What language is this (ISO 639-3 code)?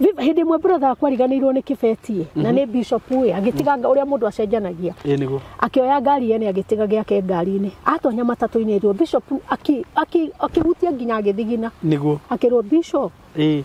kik